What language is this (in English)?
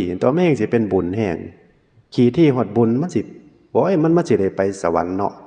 Northeastern Thai